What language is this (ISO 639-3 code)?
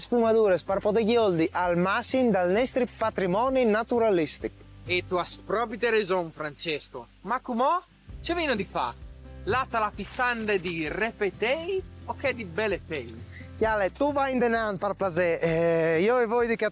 fur